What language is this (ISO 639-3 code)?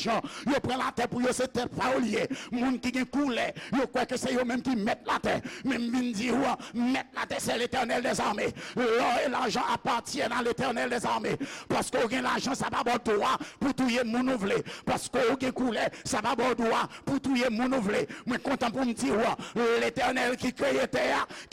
hat